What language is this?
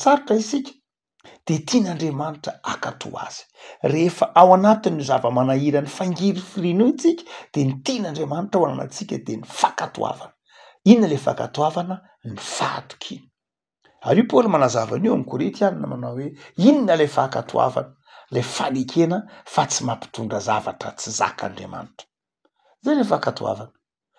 Malagasy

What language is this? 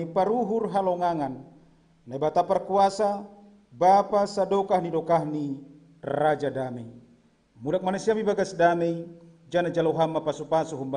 Batak Simalungun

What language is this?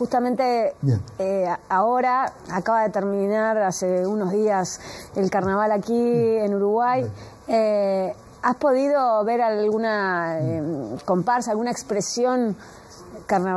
Spanish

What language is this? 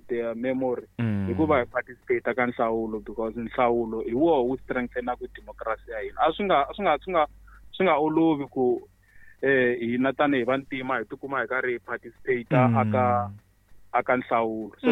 Tsonga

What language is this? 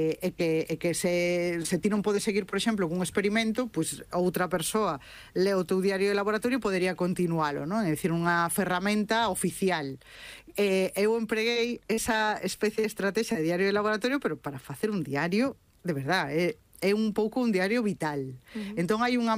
Galician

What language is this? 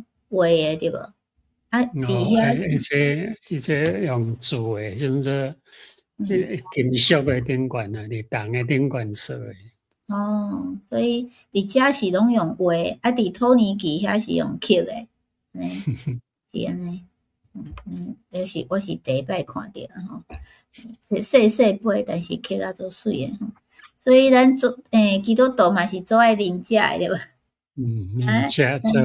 Min Nan Chinese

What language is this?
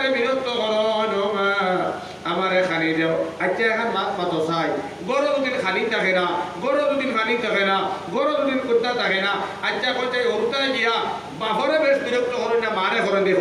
Sylheti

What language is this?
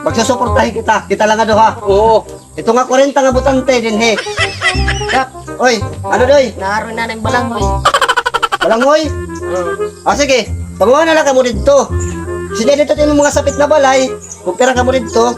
Waray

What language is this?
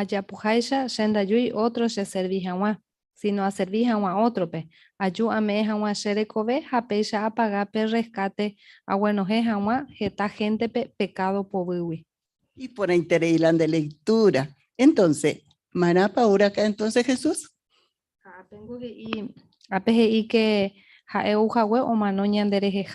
Guarani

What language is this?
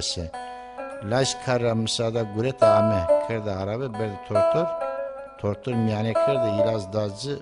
Zaza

